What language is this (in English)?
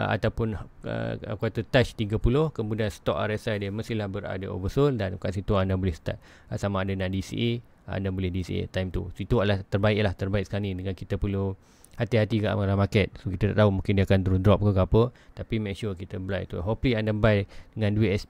Malay